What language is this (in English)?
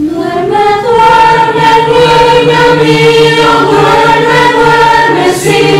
Spanish